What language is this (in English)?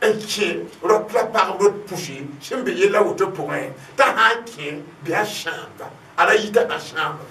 Mossi